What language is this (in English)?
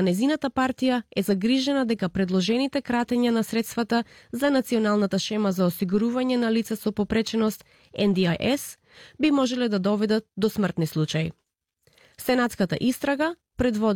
Macedonian